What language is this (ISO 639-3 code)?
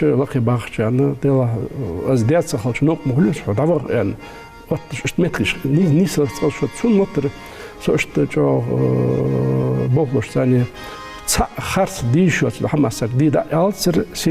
inh